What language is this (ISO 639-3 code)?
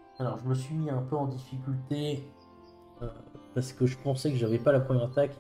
fra